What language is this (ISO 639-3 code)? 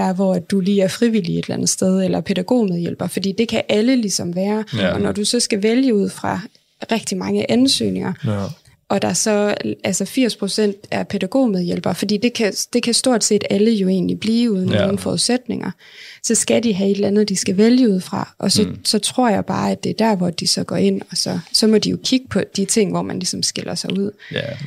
dan